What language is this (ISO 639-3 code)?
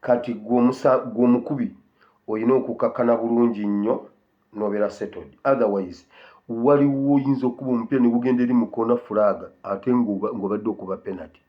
lug